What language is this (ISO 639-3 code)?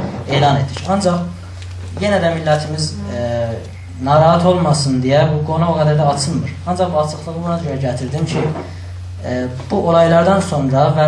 azb